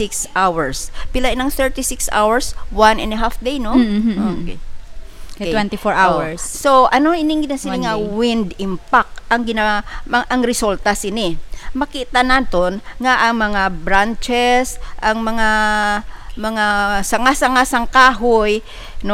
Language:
Hiligaynon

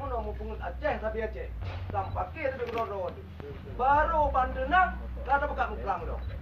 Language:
Achinese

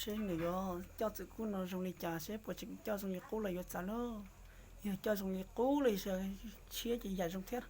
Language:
Hmong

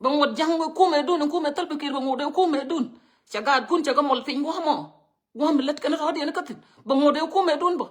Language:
Nuer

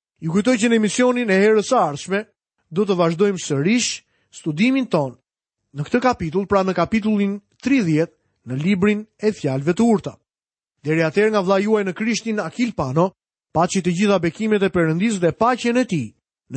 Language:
Albanian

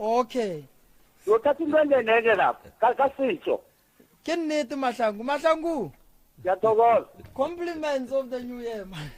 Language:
Northern Sotho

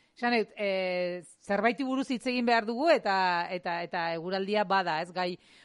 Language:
Basque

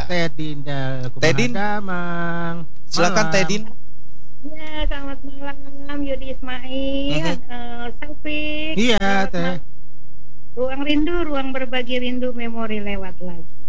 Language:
Indonesian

